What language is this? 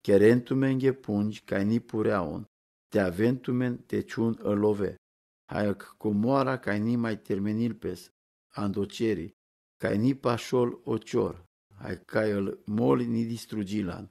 Romany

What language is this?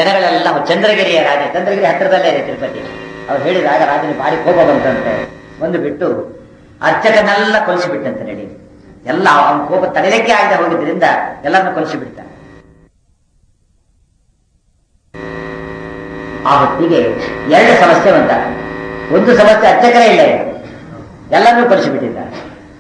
Kannada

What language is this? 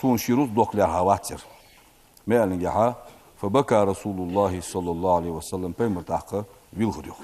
Ingush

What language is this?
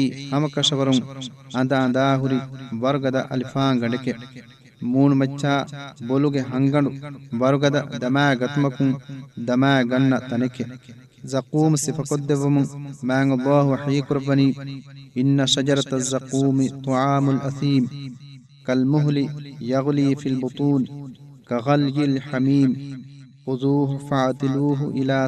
Divehi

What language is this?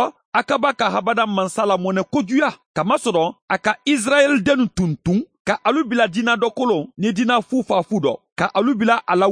Bambara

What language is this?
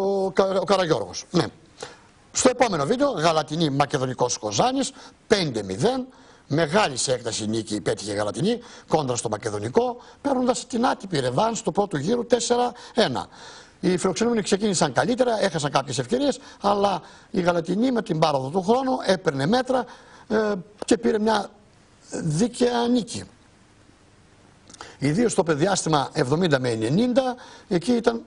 Greek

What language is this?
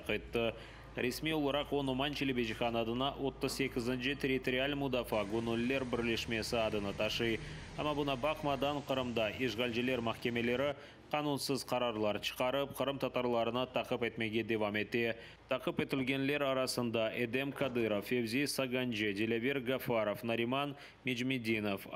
Crimean Tatar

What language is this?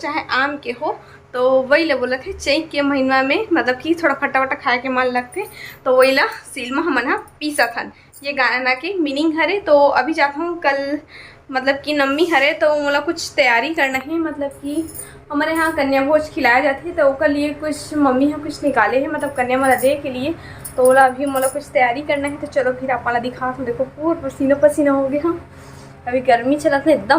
Chhattisgarhi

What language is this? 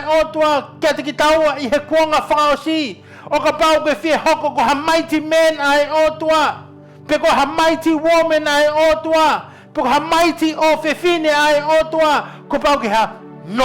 Tongan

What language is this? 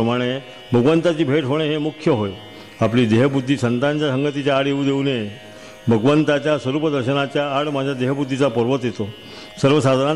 Marathi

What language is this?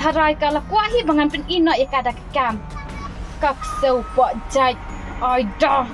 Khasi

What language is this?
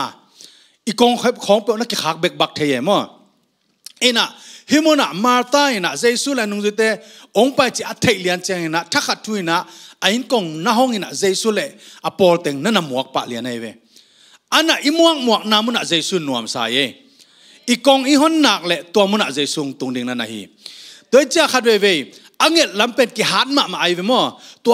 Tedim Chin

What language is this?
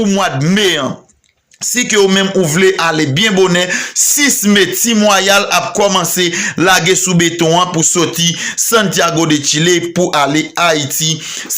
Haitian Creole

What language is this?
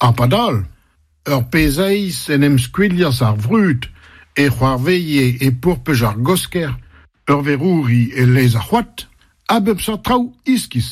Breton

